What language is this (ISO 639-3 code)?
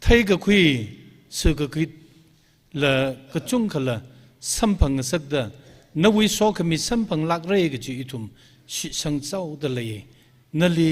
nmf